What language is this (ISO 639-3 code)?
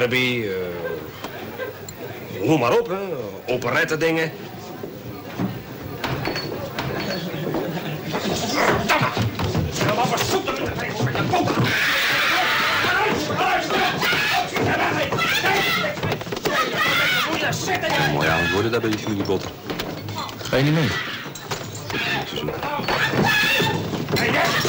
nld